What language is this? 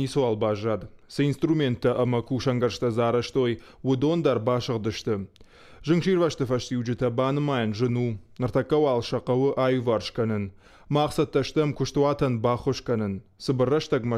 Ossetic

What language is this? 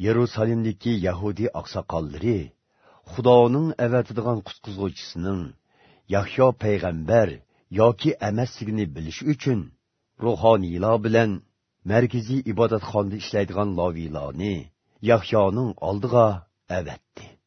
Uyghur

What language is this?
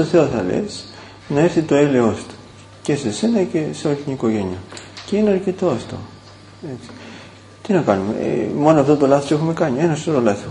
Greek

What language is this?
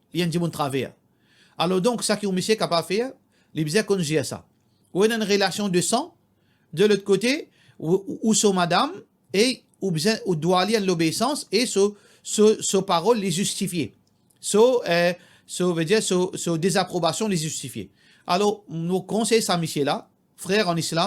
Morisyen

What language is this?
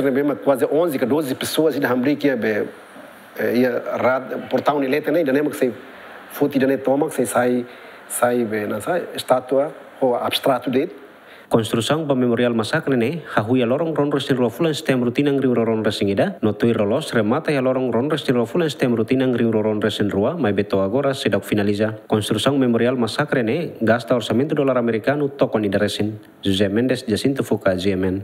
Tetum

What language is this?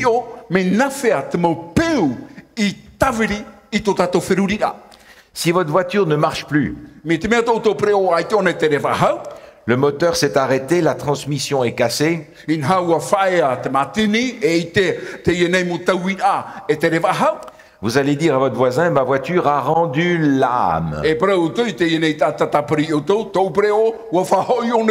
Tahitian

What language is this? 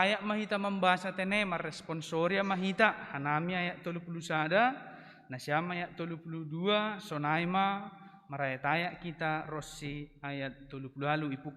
Batak Simalungun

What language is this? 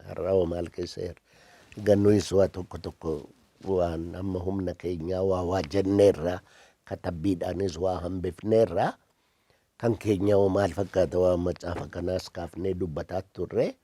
Oromo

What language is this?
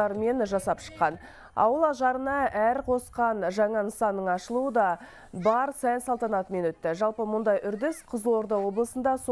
Kazakh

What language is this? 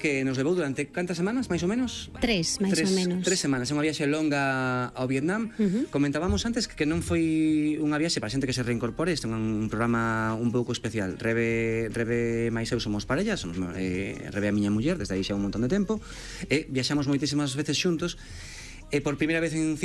Galician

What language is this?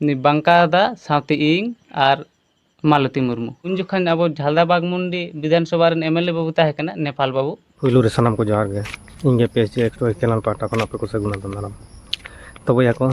Santali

